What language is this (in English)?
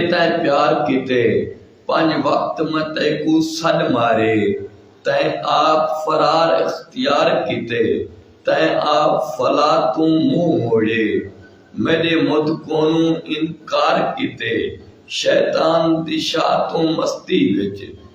Saraiki